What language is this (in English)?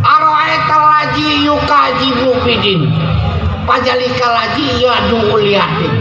Betawi